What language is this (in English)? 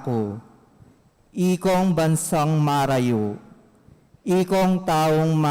Pampanga